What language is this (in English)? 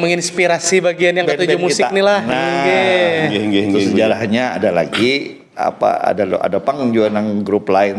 Banjar